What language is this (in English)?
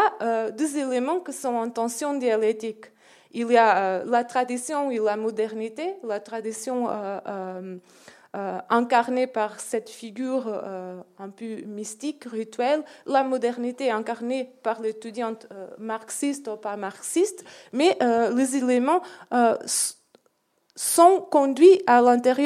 French